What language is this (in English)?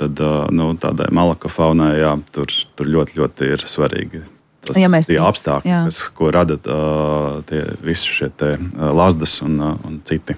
Latvian